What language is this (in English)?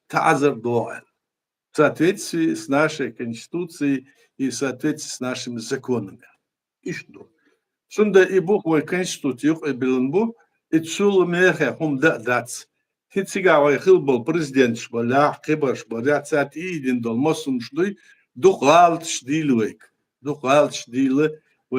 Chechen